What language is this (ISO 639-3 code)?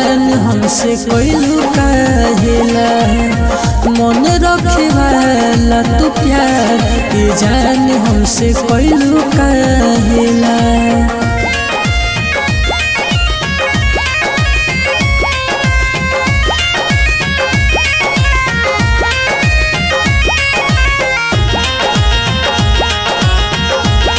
bho